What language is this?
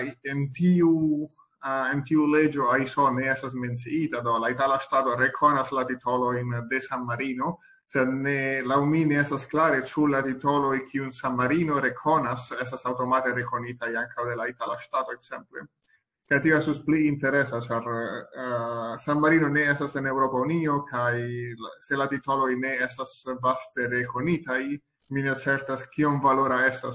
Esperanto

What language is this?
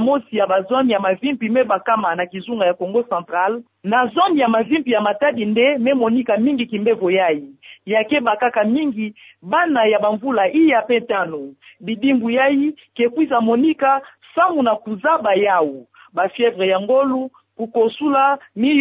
Kituba (Democratic Republic of Congo)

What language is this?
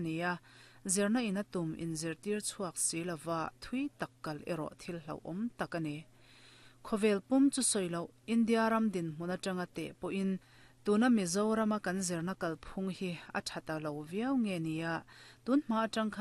Mizo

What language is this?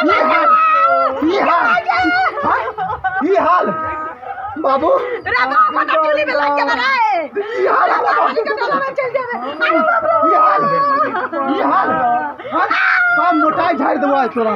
Maithili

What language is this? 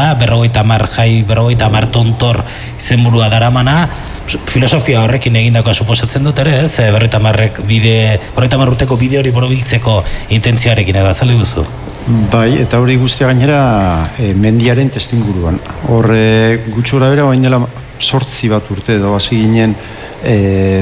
Basque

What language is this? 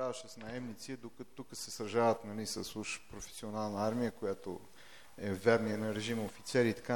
Bulgarian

